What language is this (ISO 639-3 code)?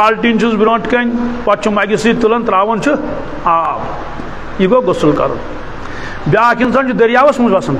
kas